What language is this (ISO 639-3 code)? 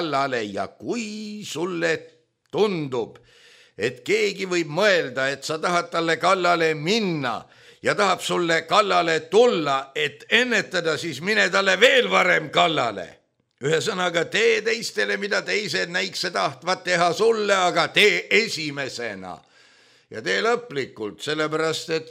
est